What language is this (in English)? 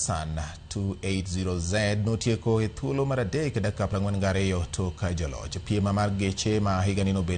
Luo (Kenya and Tanzania)